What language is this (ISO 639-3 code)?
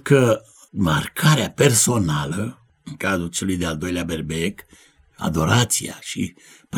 ron